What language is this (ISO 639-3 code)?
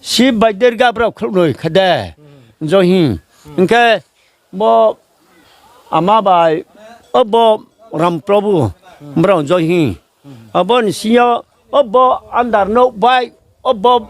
ria